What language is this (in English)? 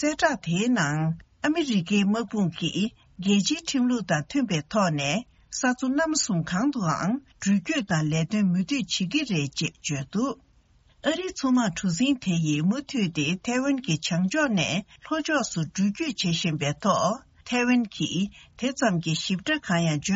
Tibetan